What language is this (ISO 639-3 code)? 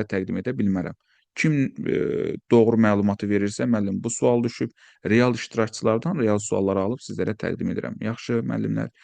aze